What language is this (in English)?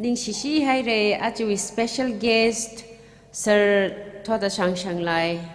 Tangkhul Naga (India)